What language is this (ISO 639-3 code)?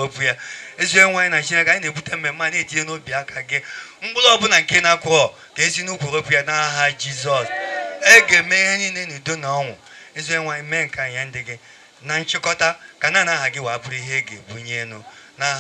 ibo